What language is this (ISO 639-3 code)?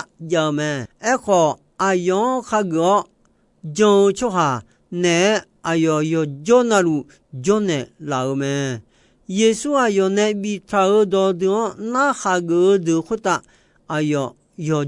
ahk